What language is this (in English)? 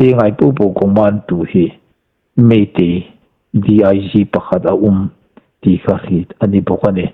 Hmar